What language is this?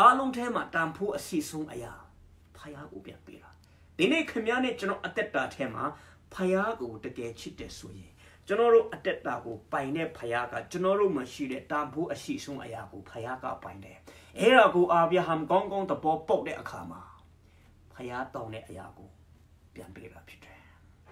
Burmese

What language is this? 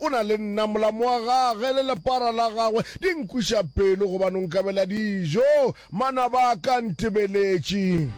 Northern Sotho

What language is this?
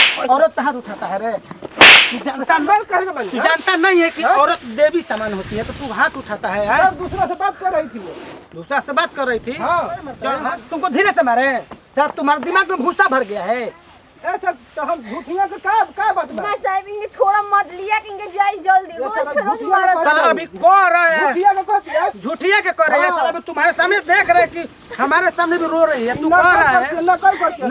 Bhojpuri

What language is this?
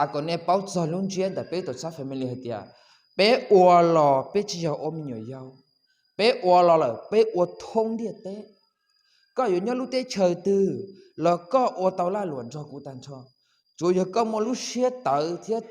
Hmong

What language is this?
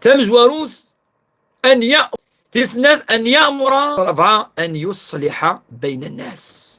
Kabyle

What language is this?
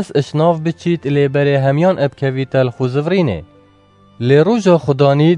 Kurdish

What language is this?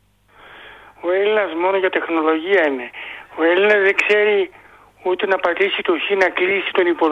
Greek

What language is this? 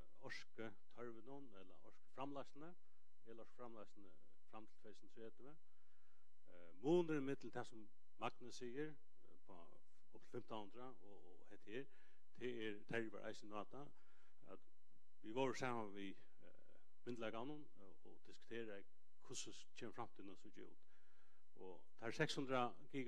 Faroese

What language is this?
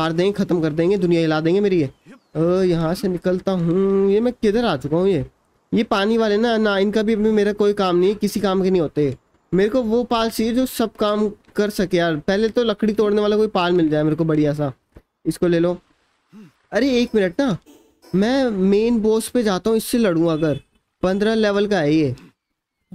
Hindi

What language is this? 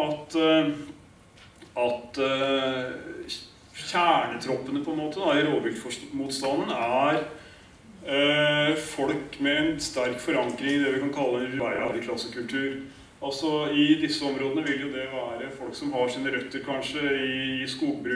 Norwegian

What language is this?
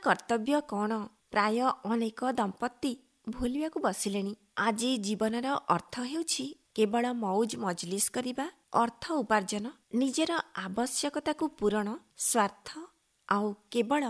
Odia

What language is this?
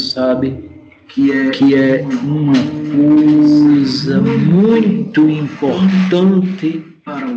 Portuguese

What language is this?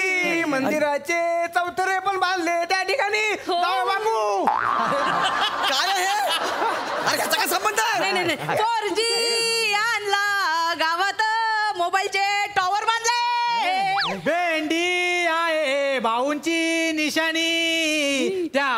Marathi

